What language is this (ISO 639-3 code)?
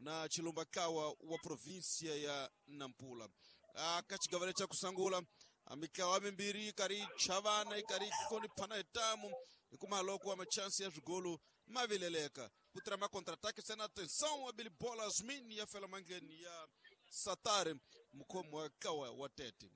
tso